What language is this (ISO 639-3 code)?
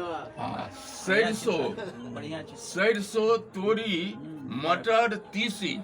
mai